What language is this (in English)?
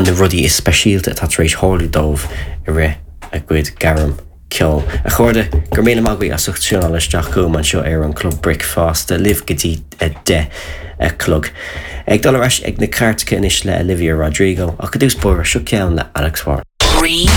Irish